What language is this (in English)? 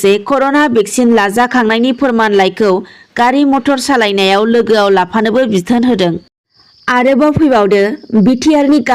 Bodo